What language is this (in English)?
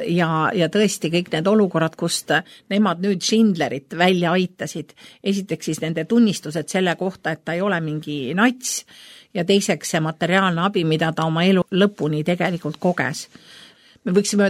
Estonian